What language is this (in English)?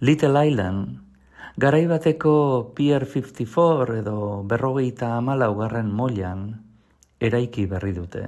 Basque